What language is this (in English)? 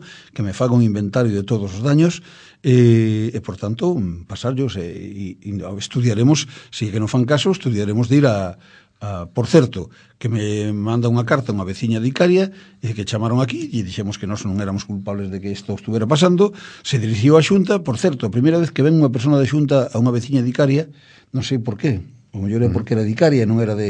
Galician